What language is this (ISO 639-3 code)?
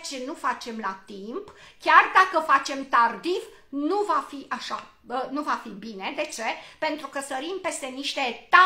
ron